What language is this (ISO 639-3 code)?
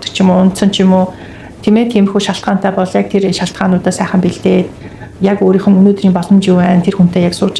mon